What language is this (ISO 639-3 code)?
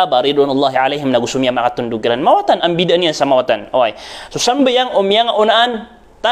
mrw